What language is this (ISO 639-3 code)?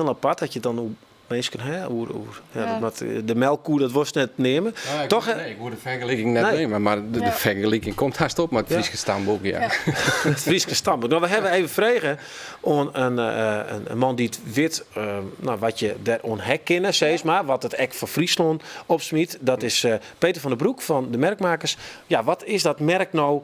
fry